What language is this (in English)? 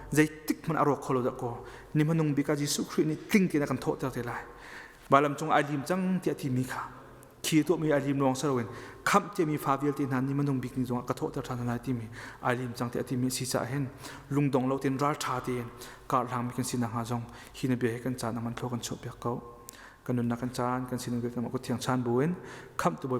Hakha Chin